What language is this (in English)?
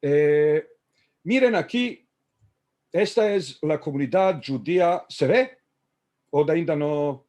Ladino